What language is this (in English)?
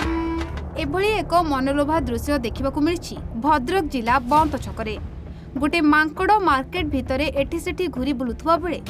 Odia